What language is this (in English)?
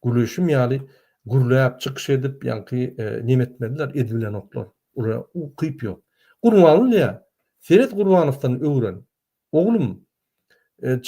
Turkmen